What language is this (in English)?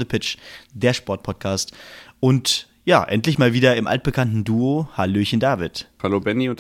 German